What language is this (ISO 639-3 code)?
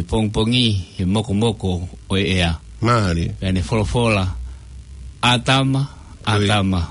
ton